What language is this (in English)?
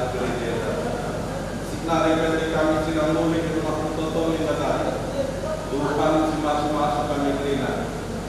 Batak Karo